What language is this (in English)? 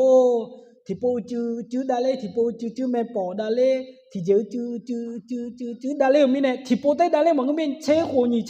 Akha